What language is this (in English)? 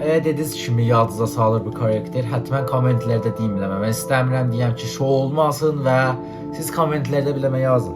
South Azerbaijani